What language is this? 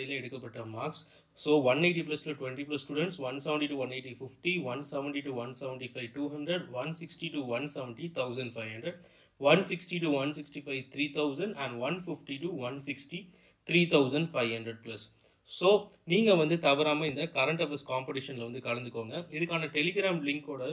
Tamil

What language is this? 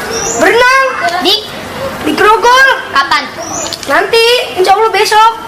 Betawi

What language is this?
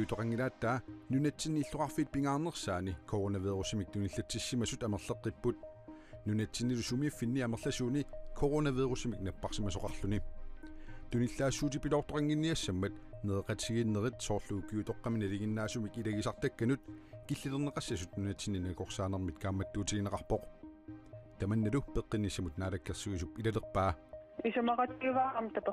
Kalaallisut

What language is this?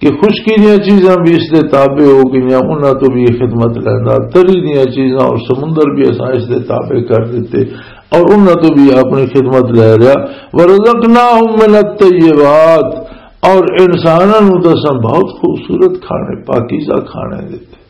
Western Panjabi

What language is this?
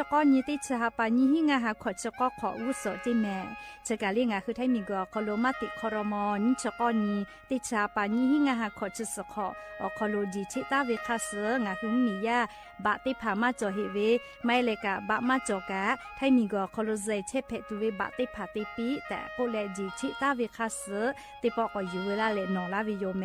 Lahu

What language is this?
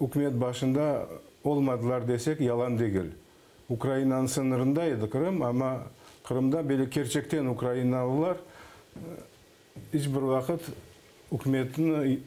Crimean Tatar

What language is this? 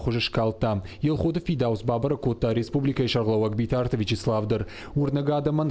Ossetic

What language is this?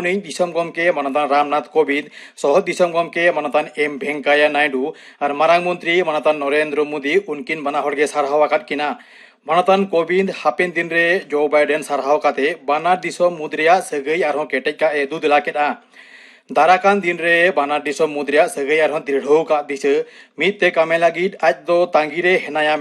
Santali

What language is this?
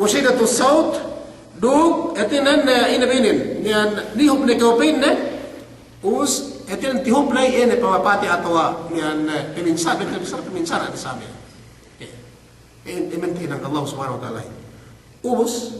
Yakan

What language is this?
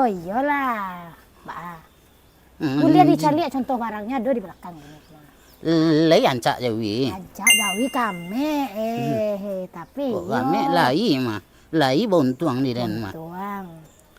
Minangkabau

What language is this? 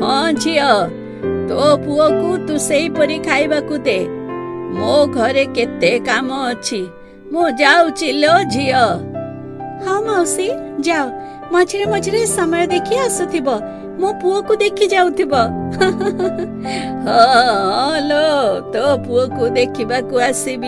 Odia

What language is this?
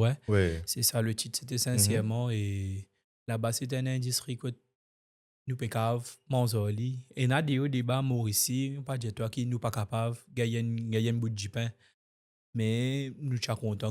Morisyen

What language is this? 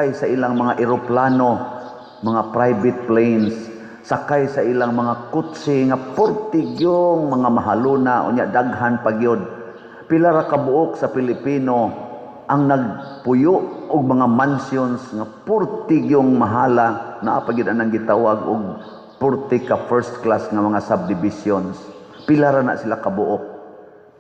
Cebuano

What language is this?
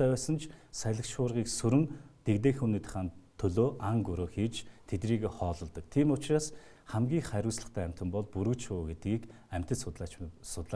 Mongolian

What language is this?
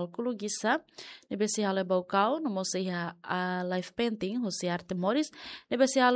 Tetum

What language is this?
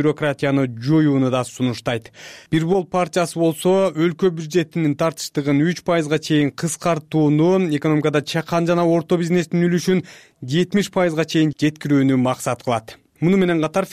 Kyrgyz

